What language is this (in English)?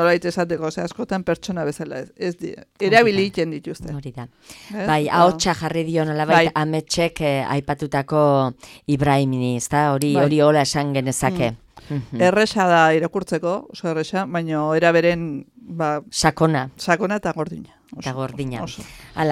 Basque